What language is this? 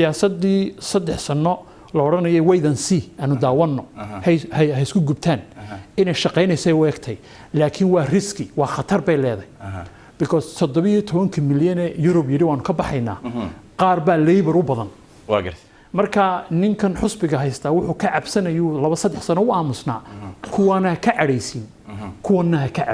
Somali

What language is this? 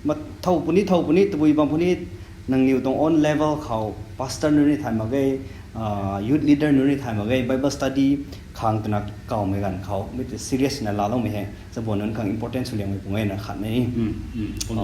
Rongmei Naga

